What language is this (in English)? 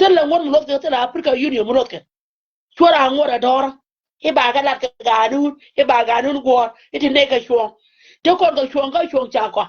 Nuer